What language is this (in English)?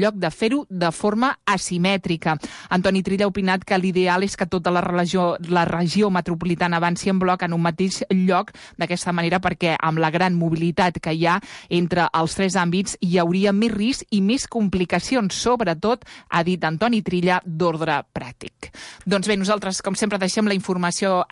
Catalan